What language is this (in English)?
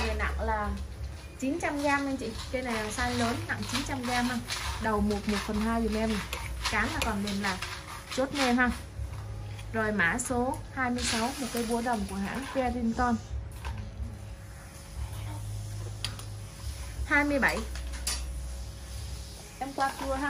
Vietnamese